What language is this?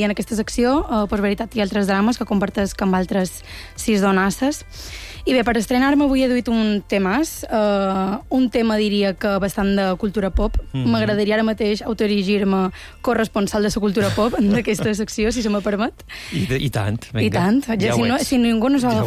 Catalan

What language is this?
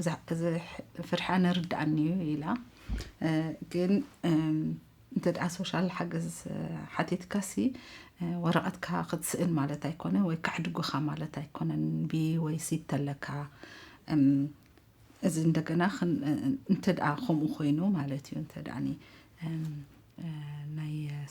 Tigrinya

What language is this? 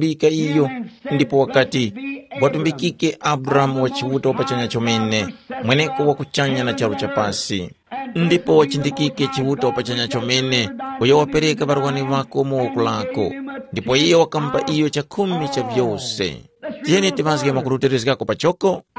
Tumbuka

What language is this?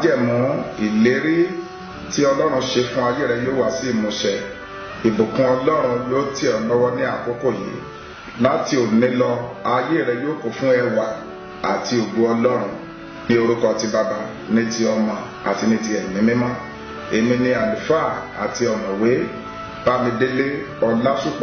Yoruba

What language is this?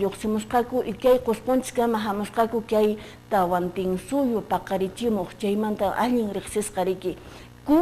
Quechua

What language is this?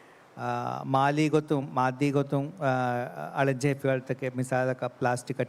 Divehi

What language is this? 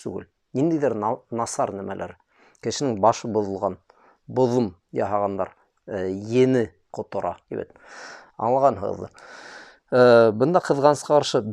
Bashkir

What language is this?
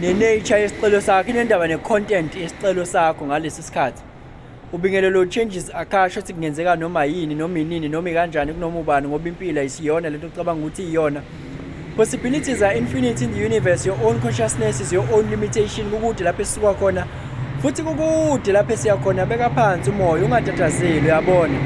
Zulu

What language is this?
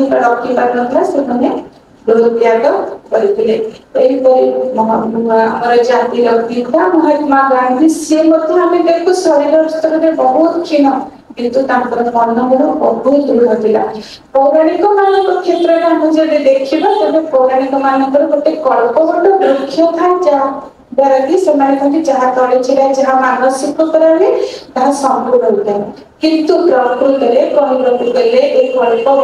Odia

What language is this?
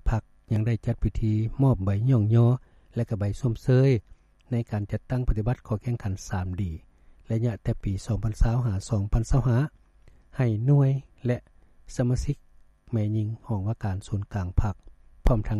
Lao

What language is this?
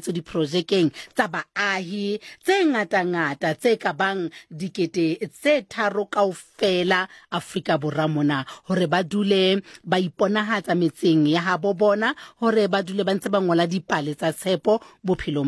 Southern Sotho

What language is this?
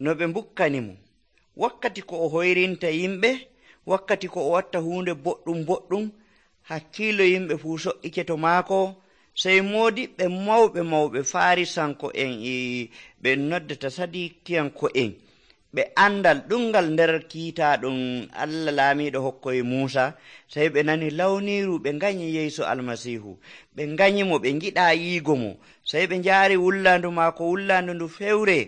Nigerian Fulfulde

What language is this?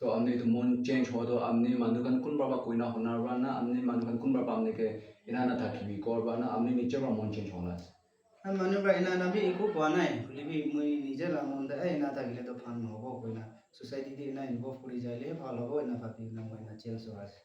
Naga Pidgin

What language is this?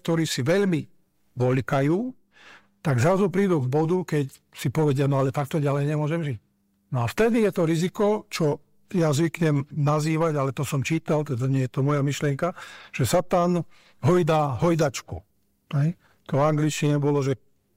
Slovak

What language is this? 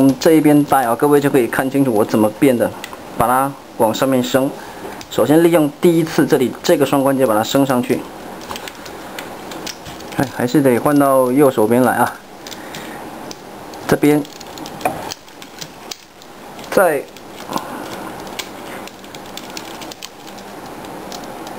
Chinese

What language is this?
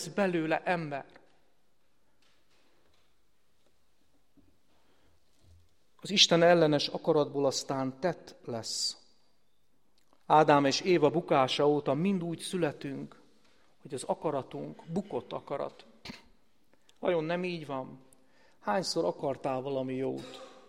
Hungarian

